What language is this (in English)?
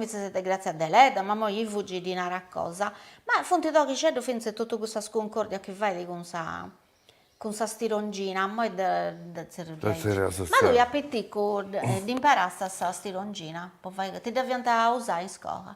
Sardinian